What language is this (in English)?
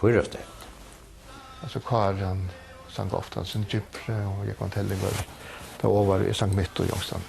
Faroese